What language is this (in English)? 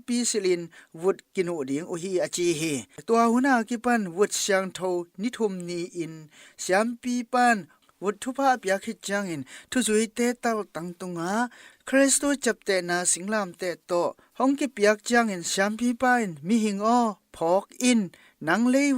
Tedim Chin